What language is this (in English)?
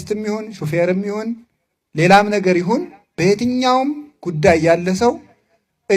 Amharic